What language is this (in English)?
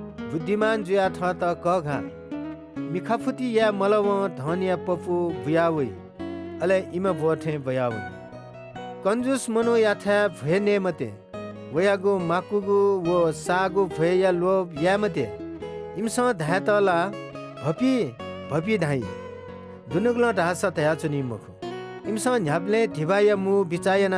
Newari